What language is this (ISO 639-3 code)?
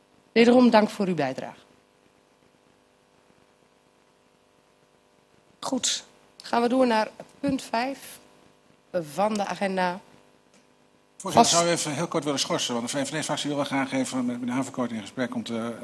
nld